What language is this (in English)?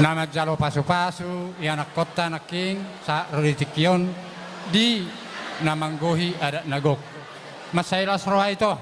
Batak Toba